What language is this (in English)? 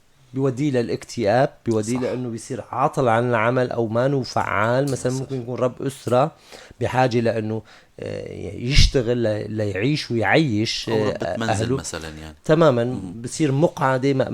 North Levantine Arabic